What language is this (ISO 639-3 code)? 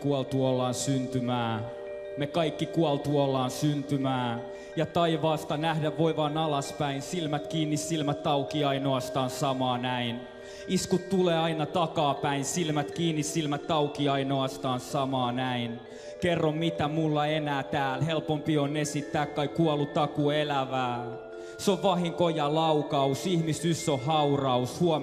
fin